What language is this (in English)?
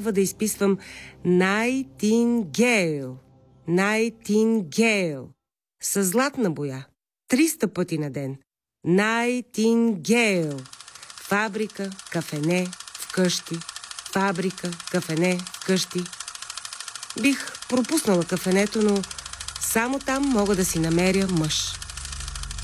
Bulgarian